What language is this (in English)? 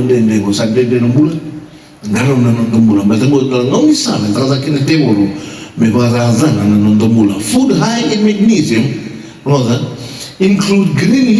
Fijian